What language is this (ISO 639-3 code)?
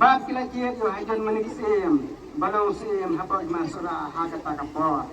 kha